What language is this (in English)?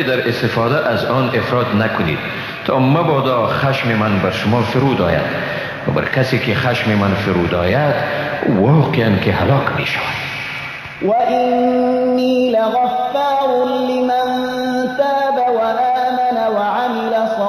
Persian